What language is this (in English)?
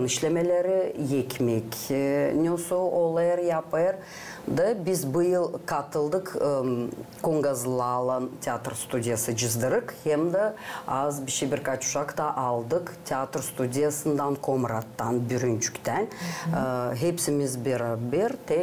Gagauz